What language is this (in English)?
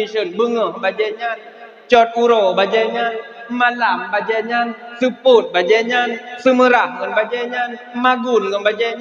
Achinese